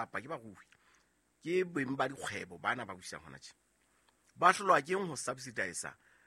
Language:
Southern Sotho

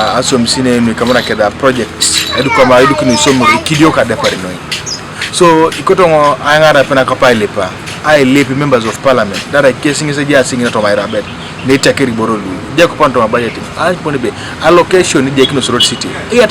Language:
Teso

